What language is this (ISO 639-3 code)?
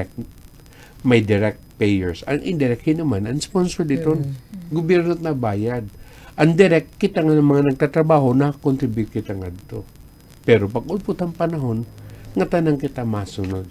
war